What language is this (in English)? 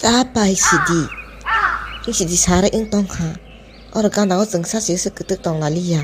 Kok Borok